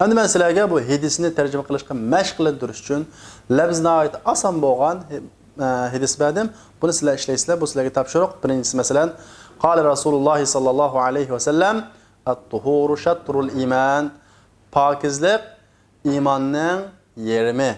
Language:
Uyghur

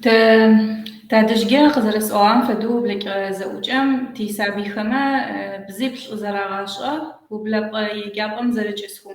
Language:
Kabardian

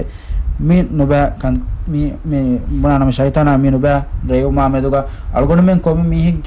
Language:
Divehi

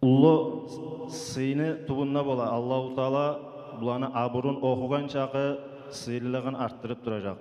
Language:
Kumyk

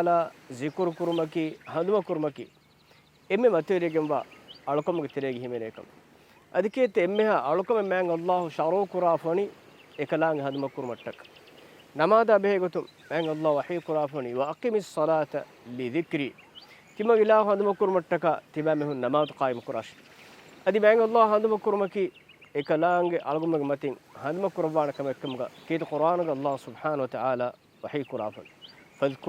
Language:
Divehi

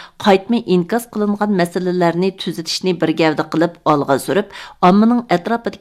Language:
Uyghur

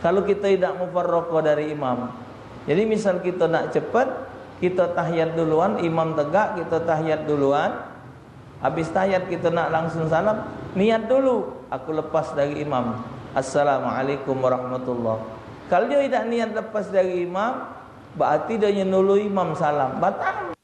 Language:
Musi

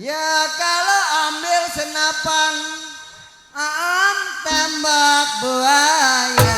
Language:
Betawi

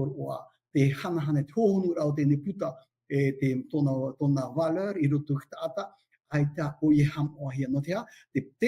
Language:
Tahitian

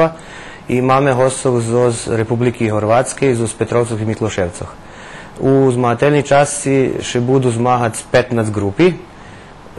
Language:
Rusyn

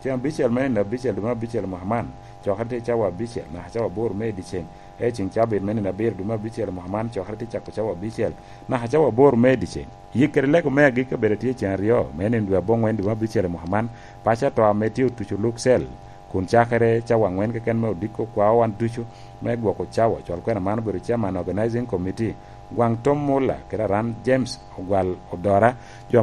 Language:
Lango (Uganda)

